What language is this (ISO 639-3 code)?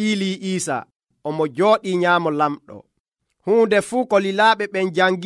fuv